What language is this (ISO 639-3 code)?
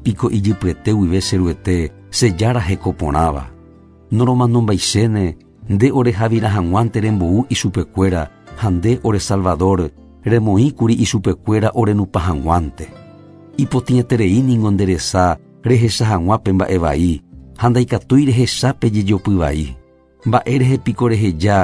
grn